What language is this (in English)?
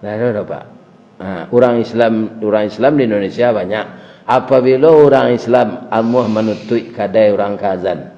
Minangkabau